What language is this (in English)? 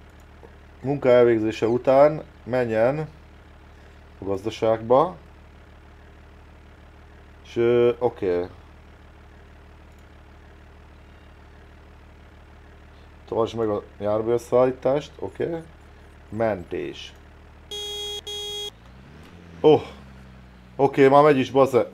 Hungarian